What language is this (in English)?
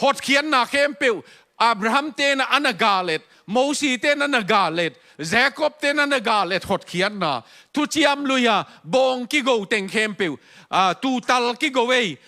Tedim Chin